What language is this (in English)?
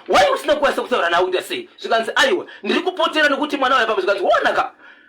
Shona